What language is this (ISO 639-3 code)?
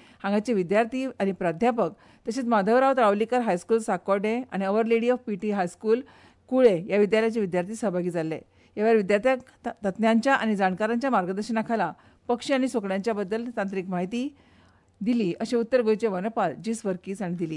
kok